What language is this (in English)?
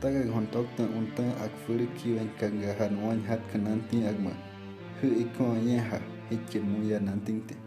Kaingang